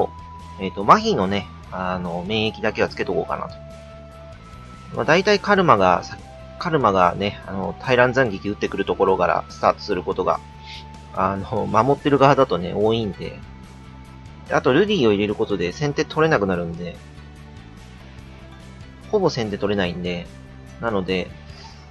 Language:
Japanese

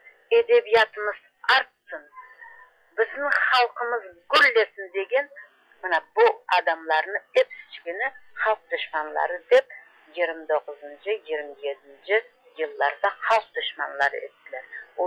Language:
Crimean Tatar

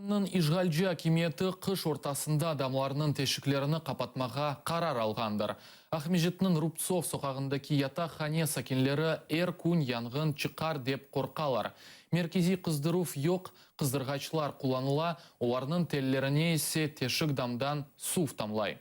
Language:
Crimean Tatar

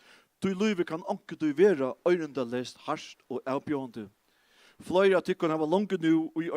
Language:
Faroese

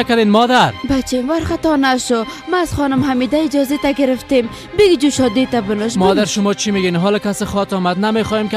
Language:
Persian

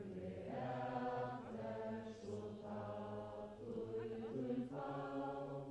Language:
Faroese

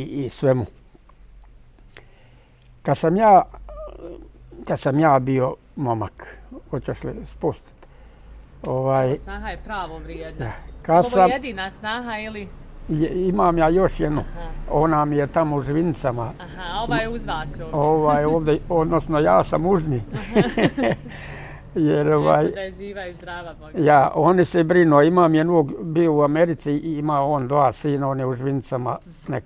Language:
Bosnian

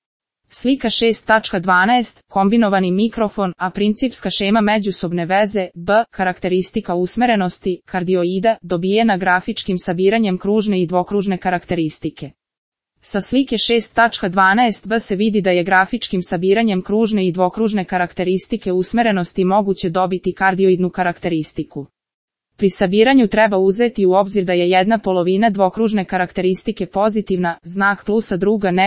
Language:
Serbian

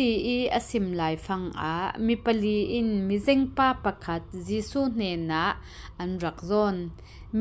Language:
Falam Chin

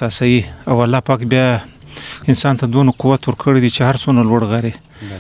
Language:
Pashto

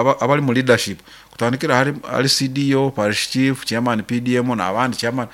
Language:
Nyoro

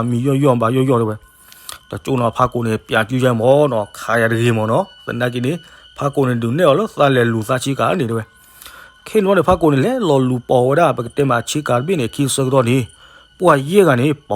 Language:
S'gaw Karen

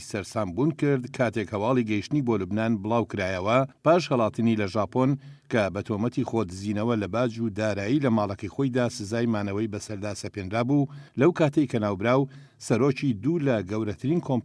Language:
Central Kurdish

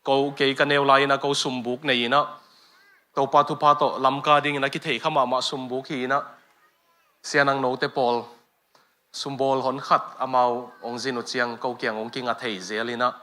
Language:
Tedim Chin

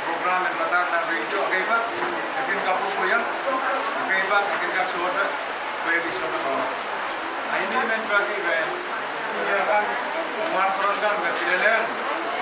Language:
Pohnpeian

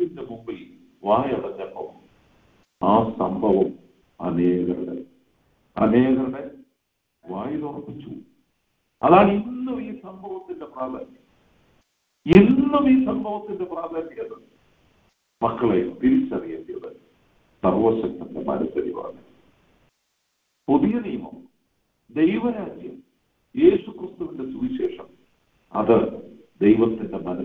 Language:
Malayalam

